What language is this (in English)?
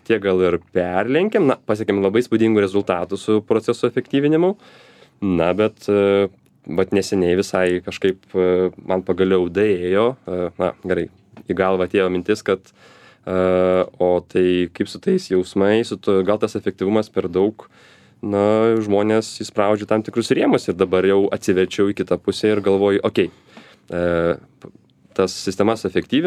Lithuanian